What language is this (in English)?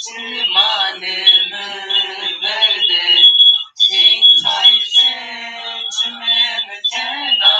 Zaza